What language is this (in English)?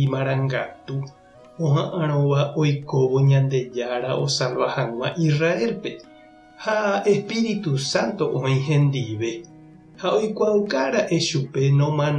Guarani